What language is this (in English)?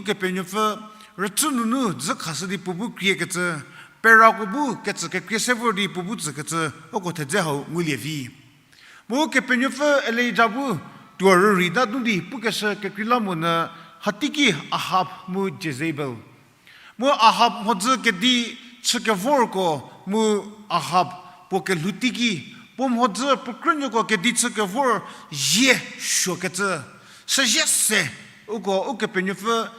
Angami Naga